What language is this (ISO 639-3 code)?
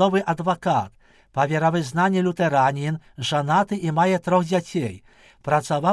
bel